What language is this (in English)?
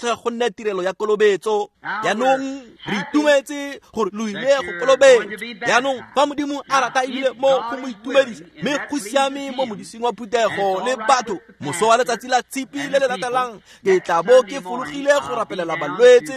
Tswana